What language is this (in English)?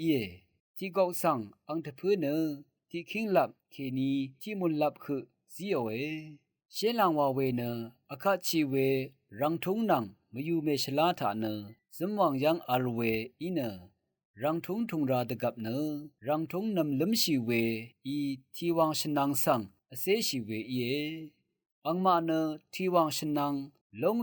Rawang